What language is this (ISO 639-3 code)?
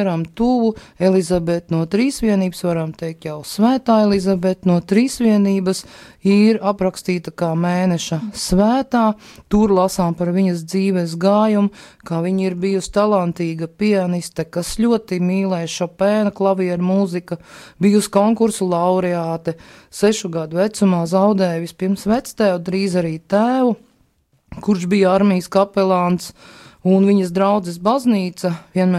lav